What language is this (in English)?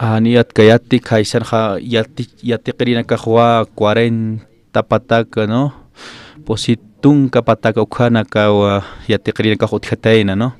Aymara